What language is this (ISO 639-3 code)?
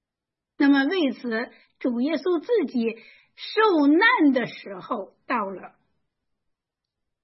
zho